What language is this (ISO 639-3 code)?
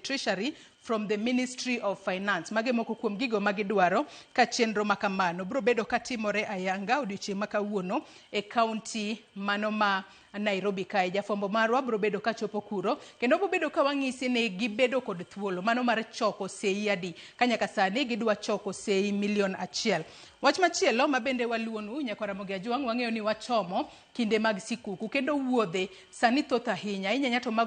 luo